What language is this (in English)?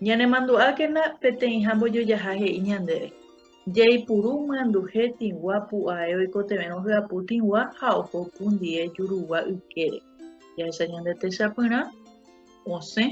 Guarani